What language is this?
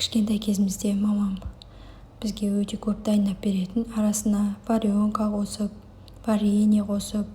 Kazakh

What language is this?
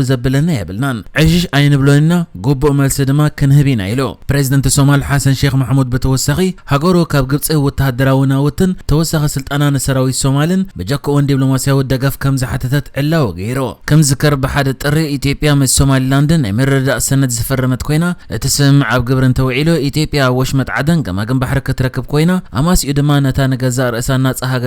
Tigrinya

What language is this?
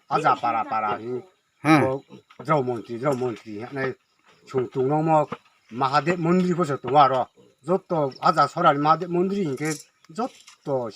Riang (India)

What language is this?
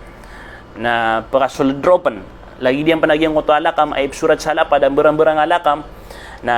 Maranao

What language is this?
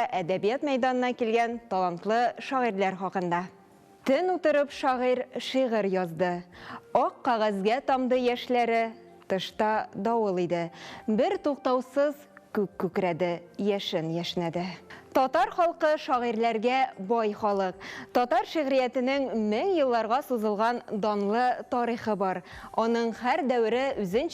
Tatar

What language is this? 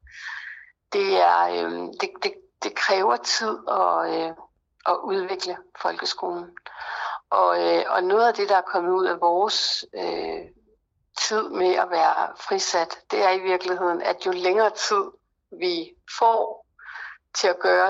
Danish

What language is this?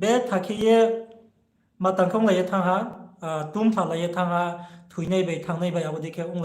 Riang (India)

